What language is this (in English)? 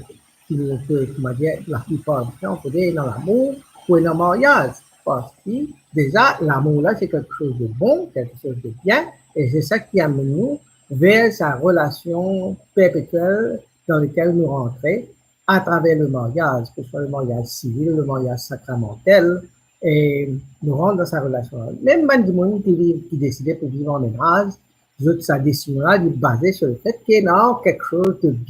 Morisyen